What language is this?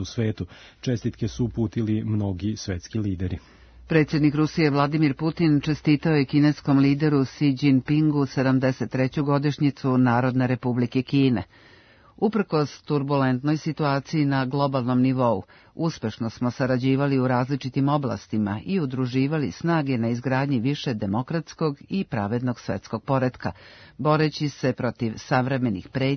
Serbian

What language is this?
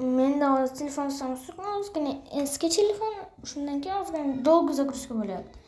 Uzbek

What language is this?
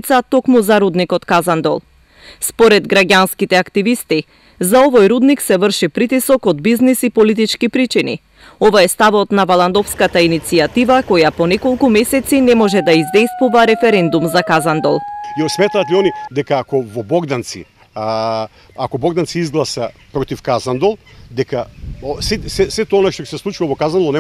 Macedonian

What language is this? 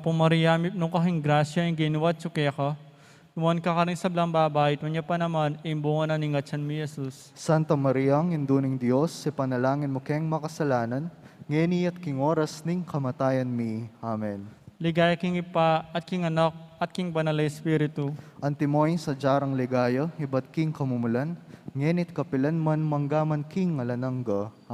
Pampanga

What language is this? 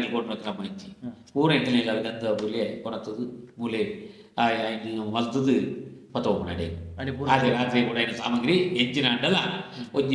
Tulu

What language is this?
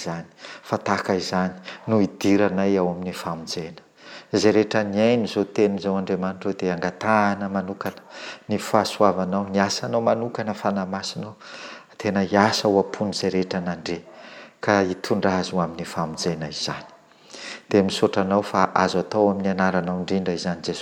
Malagasy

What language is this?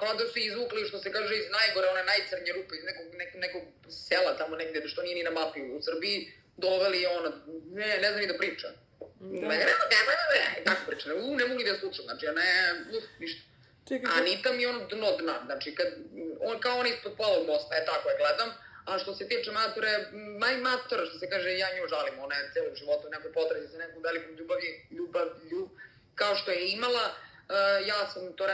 Serbian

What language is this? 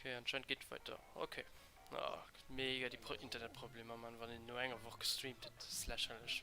Luxembourgish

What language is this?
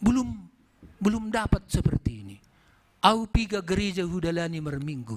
Batak Simalungun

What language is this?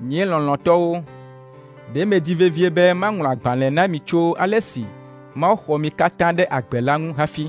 Ewe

